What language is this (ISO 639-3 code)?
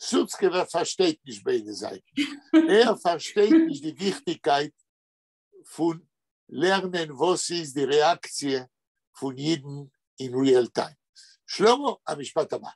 yid